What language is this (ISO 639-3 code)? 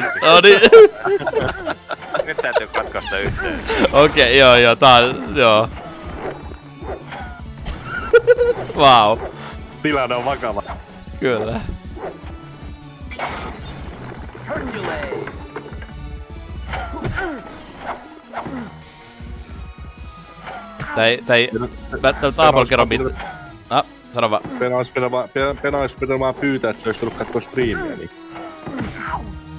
fin